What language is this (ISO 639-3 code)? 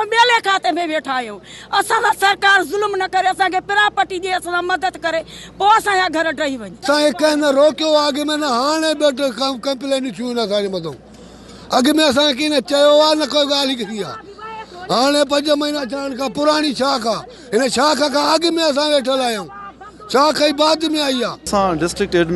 snd